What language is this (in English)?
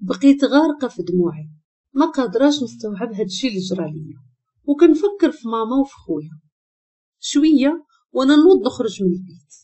Moroccan Arabic